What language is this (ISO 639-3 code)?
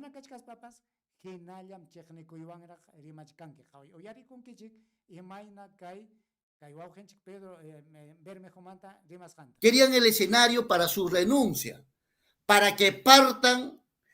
quy